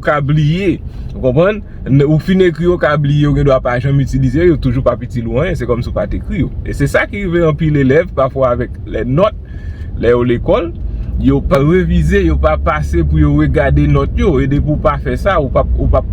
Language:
Haitian Creole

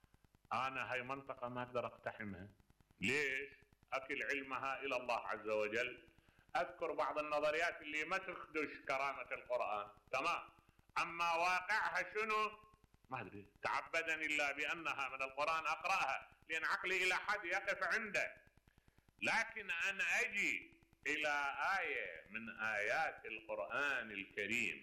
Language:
Mesopotamian Arabic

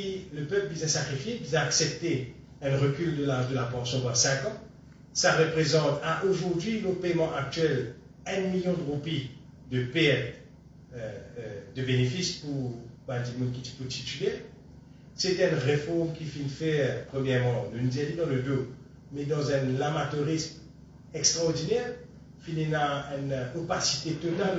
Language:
Morisyen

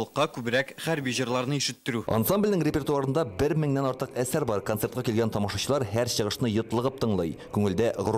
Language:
Tatar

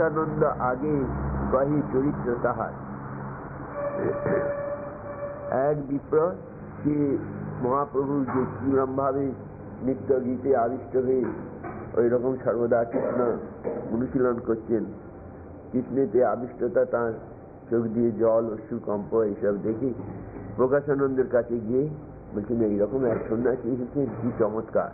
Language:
Bangla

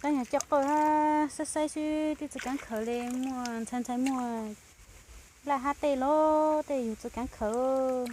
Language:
Hmong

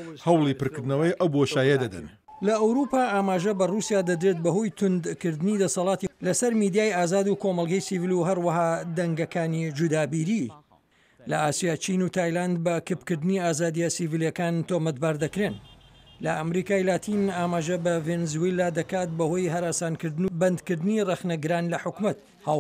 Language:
Central Kurdish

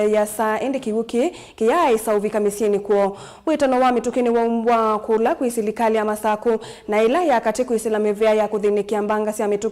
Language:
Kamba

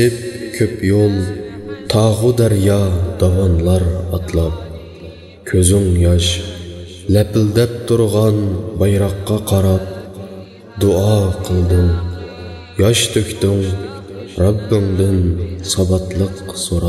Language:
Uyghur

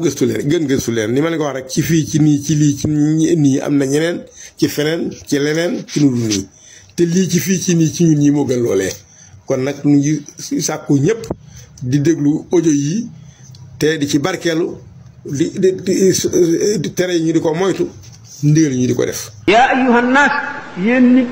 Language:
Wolof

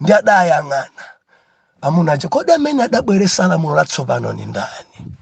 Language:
Nyanja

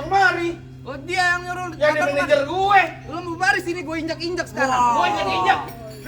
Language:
Betawi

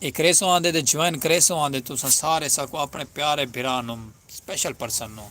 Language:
Saraiki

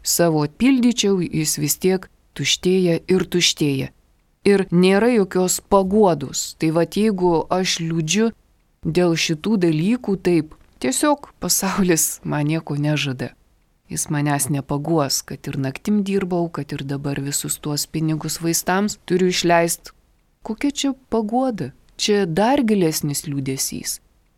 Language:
Lithuanian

